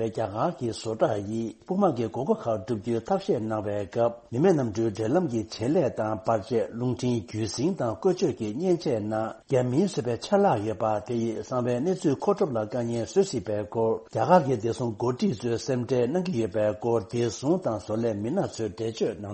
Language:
Tibetan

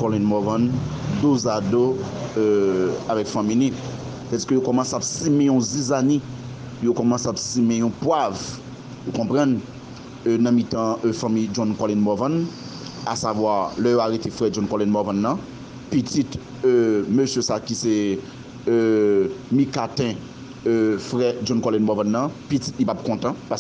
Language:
Haitian Creole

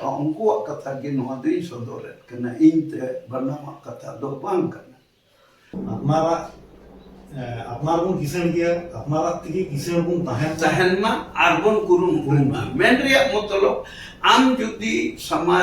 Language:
Santali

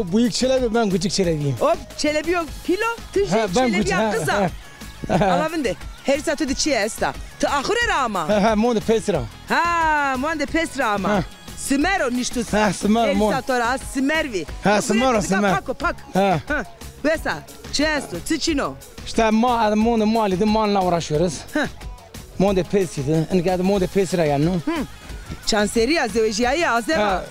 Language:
Zaza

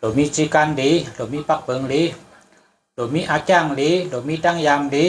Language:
Shan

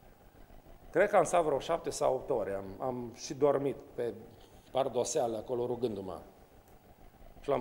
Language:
Romanian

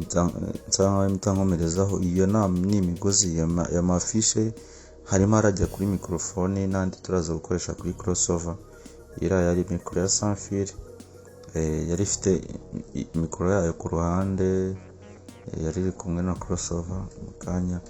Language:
Kinyarwanda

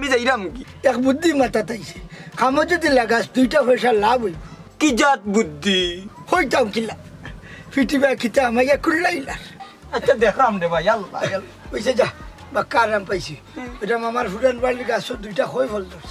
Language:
Sylheti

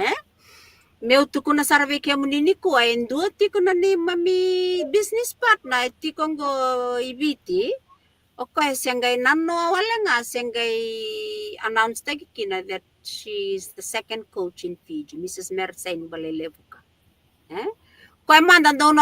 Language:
Fijian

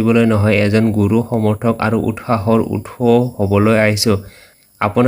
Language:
Assamese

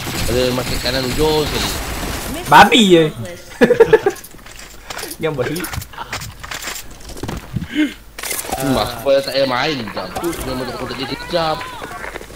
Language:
Malay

